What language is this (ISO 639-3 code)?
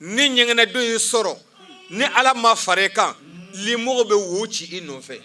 bam